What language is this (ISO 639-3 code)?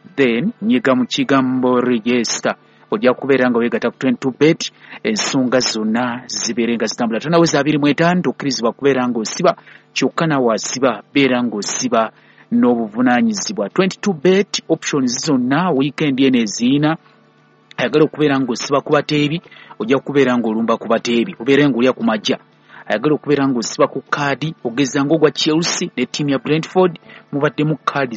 lug